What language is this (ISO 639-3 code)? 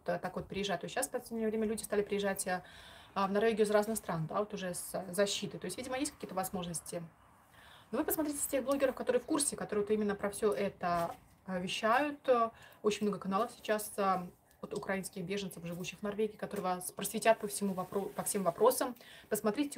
rus